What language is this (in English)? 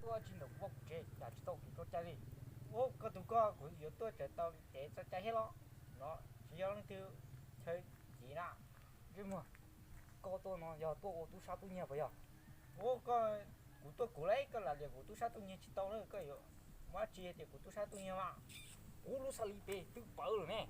Hmong